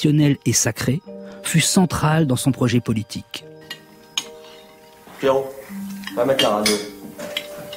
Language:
French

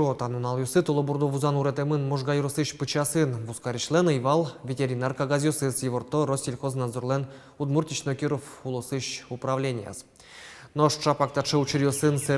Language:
Udmurt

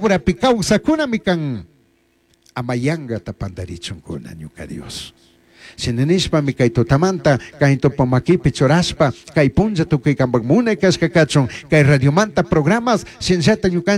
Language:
Chimborazo Highland Quichua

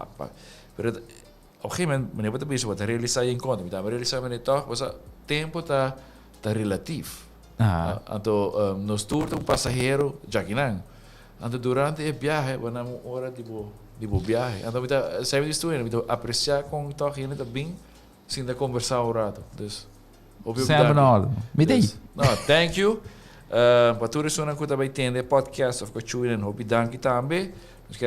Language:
Papiamento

